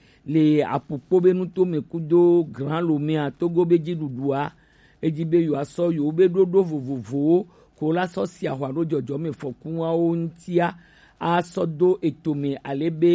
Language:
Gen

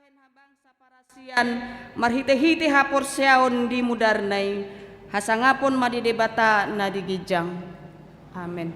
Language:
Batak Toba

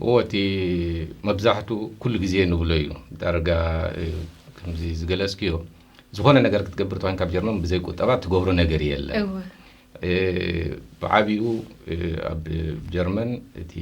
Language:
Tigrinya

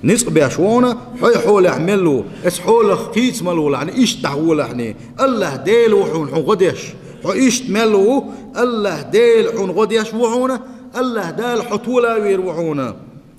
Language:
Chechen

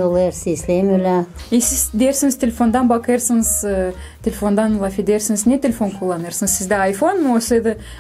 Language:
Gagauz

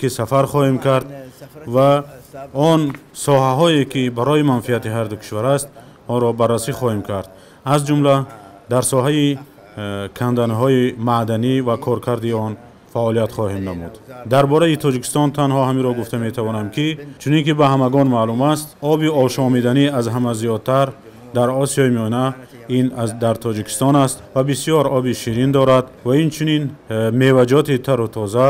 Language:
Tajik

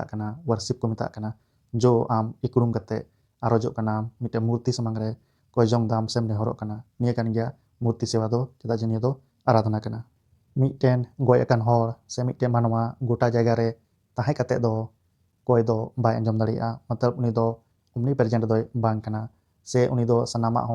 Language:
Santali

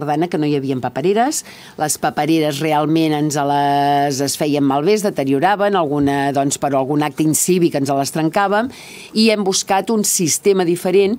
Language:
Catalan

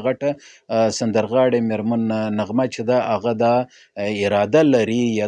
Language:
Pashto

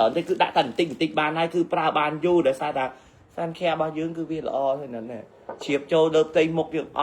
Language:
Khmer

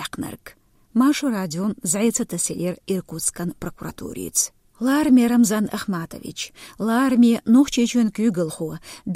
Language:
Chechen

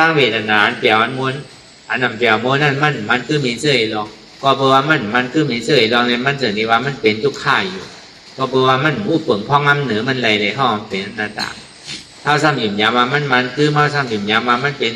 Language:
Shan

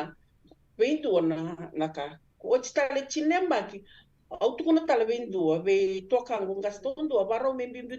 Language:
Fijian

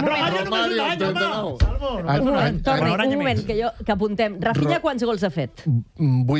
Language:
Catalan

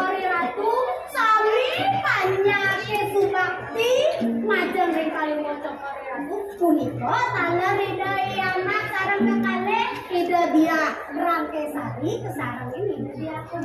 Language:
Balinese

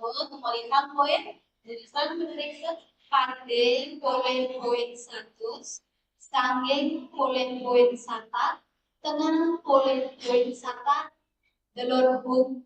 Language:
Balinese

